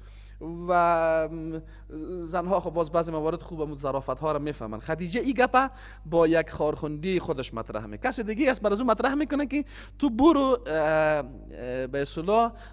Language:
Persian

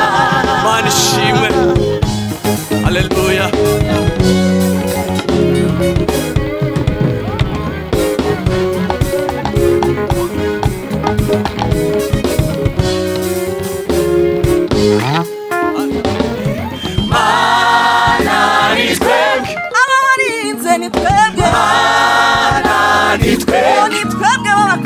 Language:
Kinyarwanda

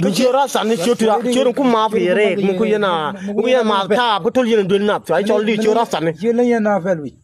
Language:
Nuer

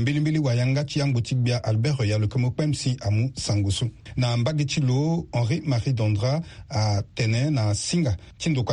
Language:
Sango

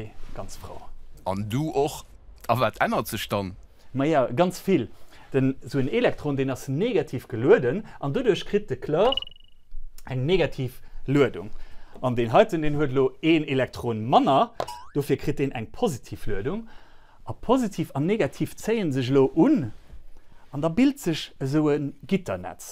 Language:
Luxembourgish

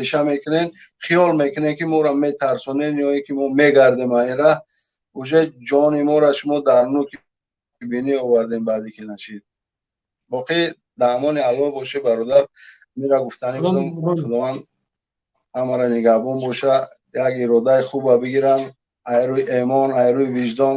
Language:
Tajik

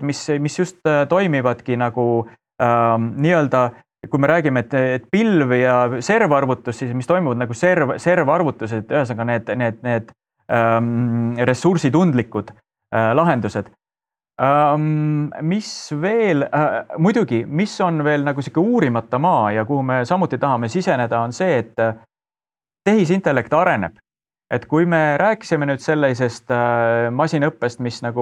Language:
Estonian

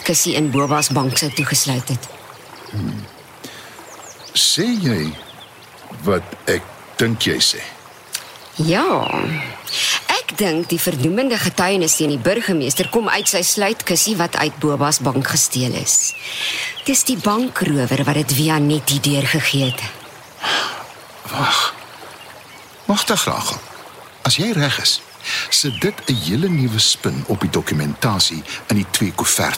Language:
Afrikaans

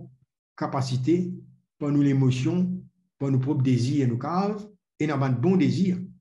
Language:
Morisyen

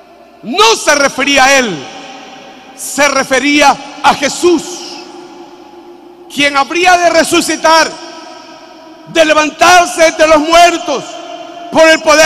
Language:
Spanish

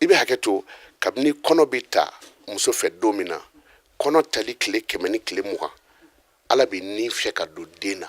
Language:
Bambara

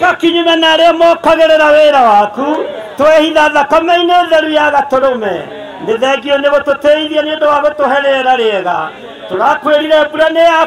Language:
Kikuyu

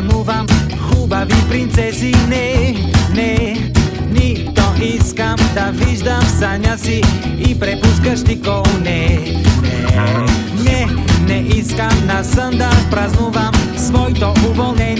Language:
Bulgarian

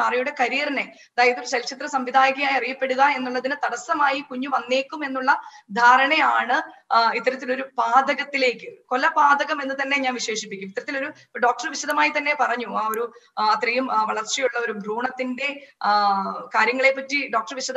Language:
Malayalam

